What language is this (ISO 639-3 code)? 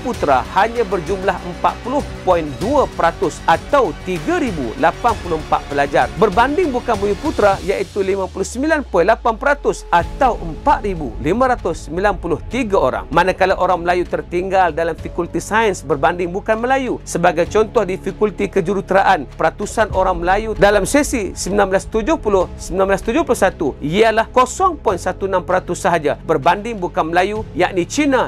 msa